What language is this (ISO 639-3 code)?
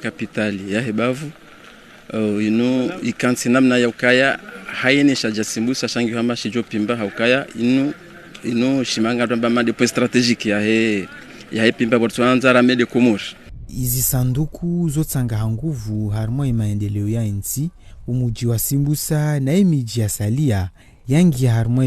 zdj